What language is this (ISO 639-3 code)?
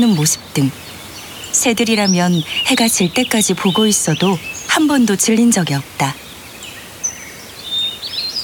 kor